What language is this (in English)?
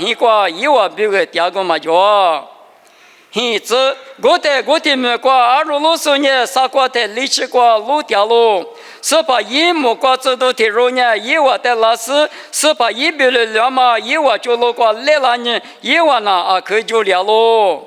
Lisu